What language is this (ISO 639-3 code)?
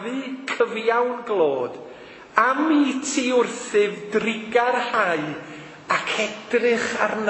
cym